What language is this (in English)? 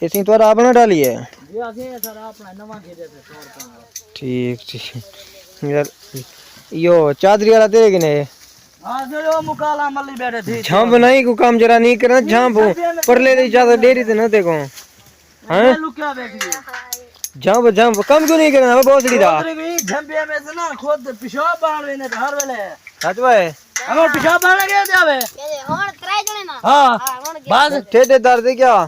Saraiki